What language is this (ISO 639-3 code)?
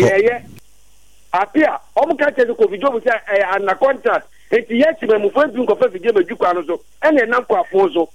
aka